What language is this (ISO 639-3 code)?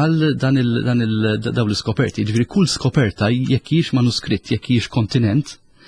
mlt